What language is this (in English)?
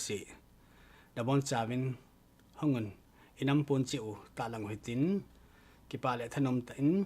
Thado Chin